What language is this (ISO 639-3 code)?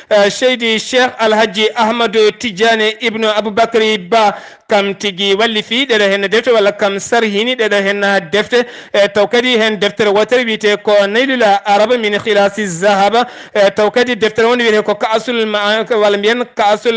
ful